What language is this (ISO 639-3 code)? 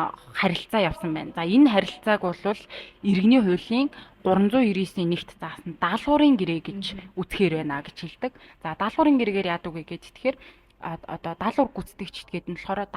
mon